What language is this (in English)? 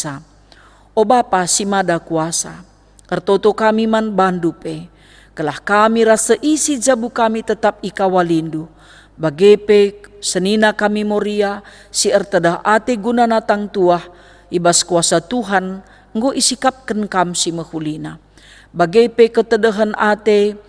Batak Karo